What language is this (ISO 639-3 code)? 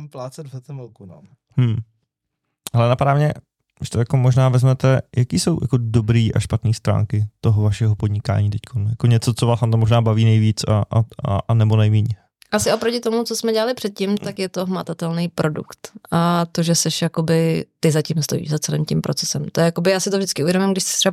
ces